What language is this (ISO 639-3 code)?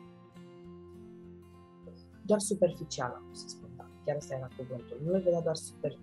ron